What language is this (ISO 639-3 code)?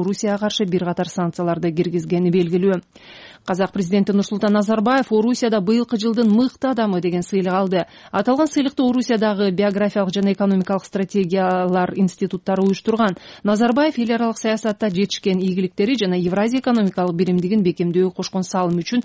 kir